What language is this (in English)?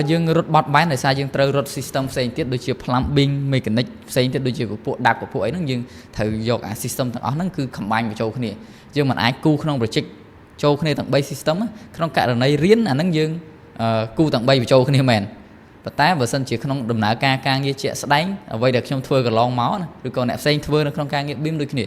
Khmer